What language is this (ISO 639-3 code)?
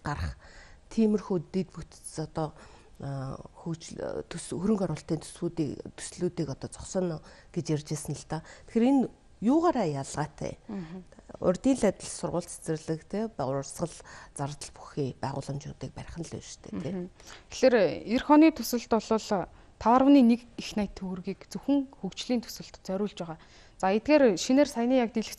mon